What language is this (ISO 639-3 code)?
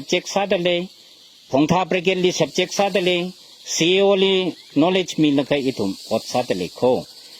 nmf